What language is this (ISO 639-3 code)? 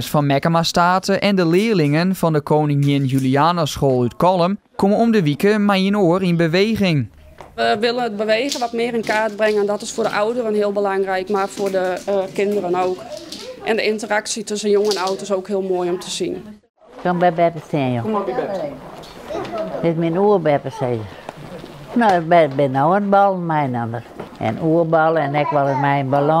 fry